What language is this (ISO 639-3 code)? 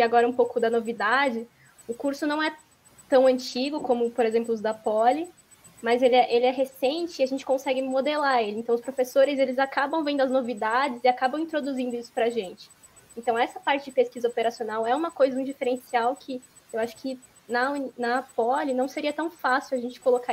por